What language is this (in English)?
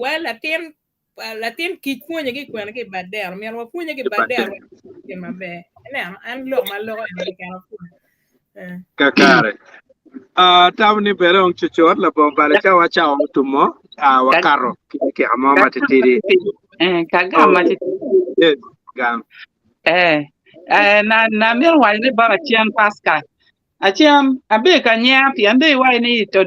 Acoli